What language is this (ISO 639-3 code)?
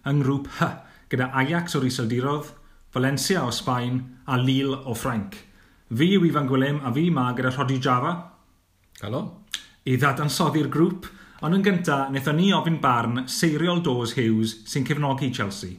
cym